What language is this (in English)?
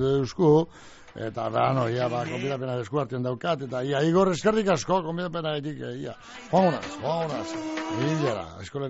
Basque